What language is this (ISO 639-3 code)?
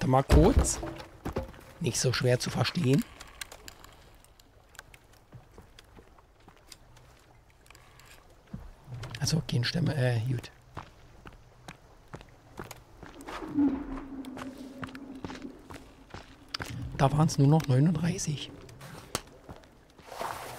deu